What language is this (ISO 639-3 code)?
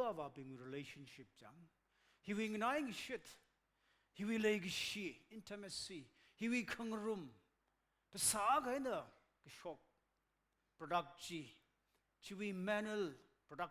nmf